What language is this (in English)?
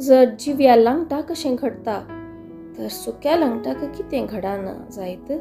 Konkani